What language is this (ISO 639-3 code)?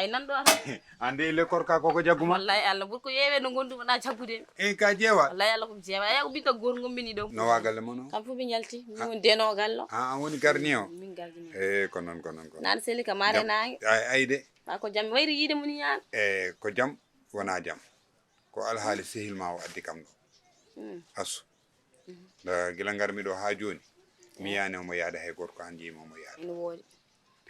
ful